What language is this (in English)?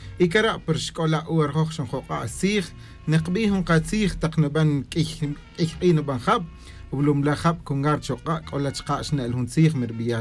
Kaqchikel